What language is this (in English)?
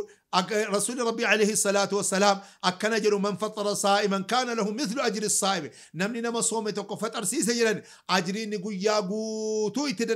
Oromo